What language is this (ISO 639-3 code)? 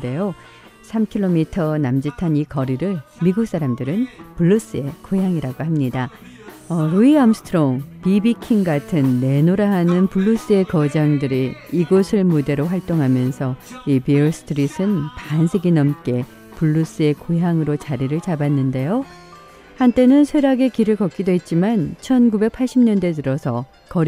kor